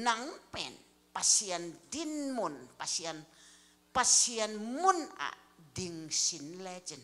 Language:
Tedim Chin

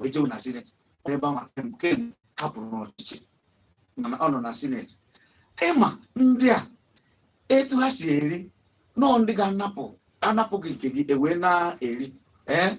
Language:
Igbo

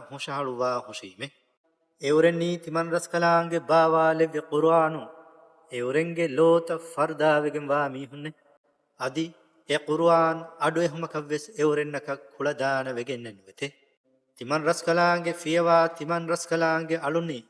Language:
Divehi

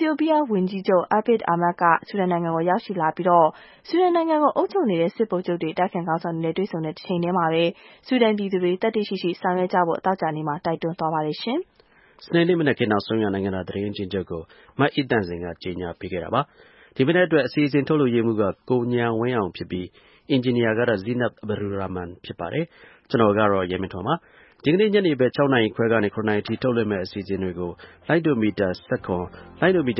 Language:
Burmese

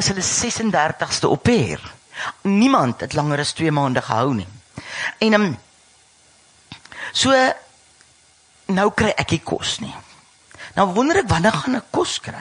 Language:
Afrikaans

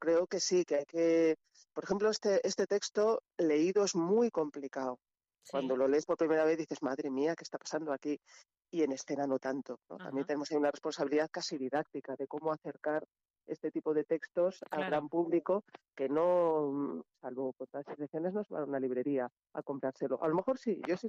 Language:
Spanish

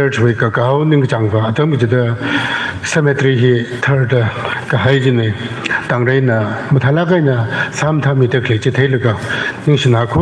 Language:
Tangkhul Naga (India)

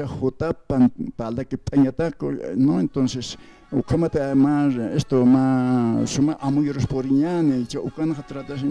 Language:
Aymara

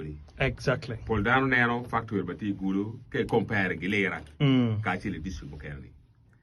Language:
Acoli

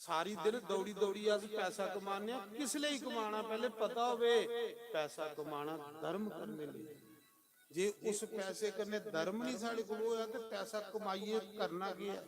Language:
Dogri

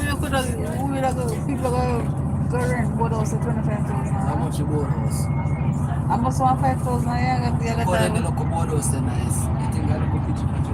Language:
Jamaican Creole English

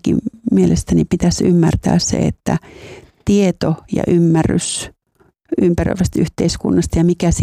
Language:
Finnish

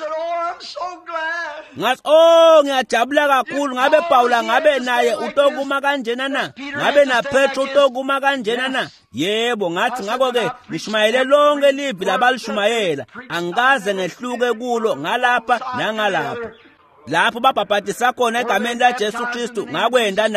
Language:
Swati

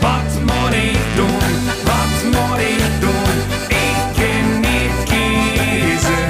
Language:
Limburgish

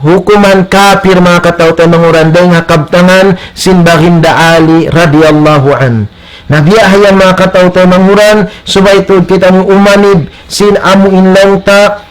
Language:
Tausug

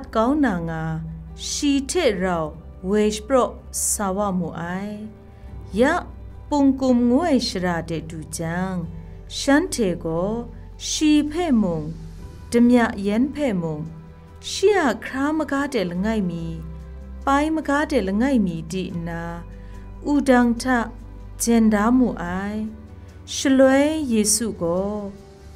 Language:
Kachin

